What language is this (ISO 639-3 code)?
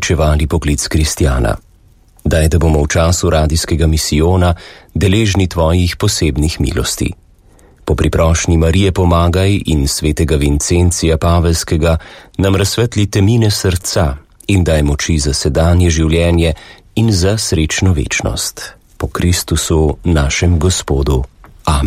slv